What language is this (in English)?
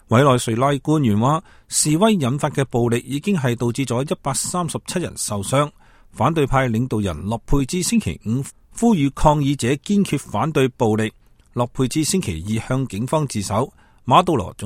Cantonese